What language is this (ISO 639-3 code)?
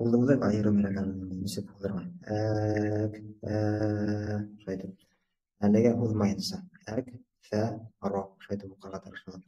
bak